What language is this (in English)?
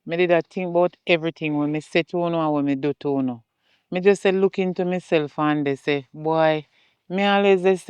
Jamaican Creole English